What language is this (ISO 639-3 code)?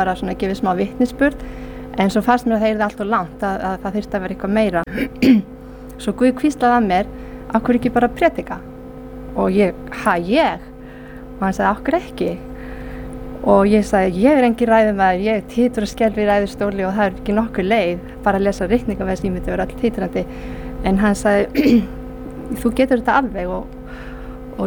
isl